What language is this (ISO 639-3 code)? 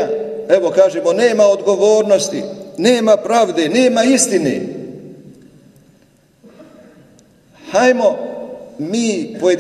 bos